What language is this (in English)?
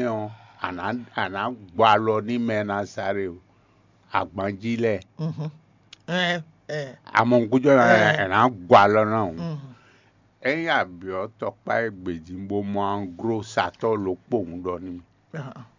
Fon